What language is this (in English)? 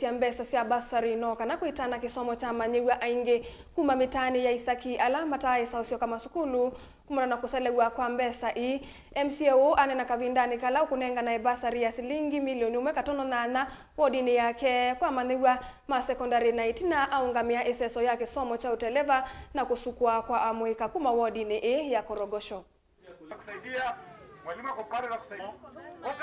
Kamba